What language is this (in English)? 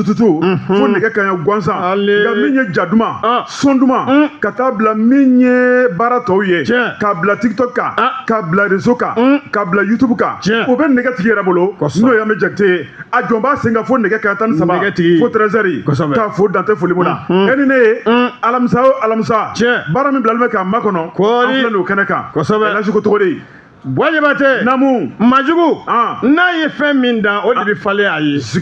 Bambara